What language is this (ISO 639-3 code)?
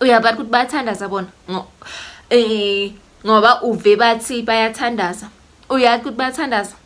zul